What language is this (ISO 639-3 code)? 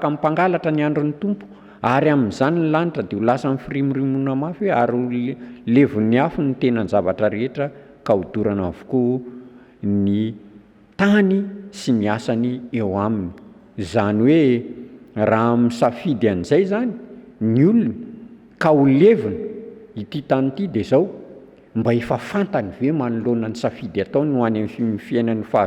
mlg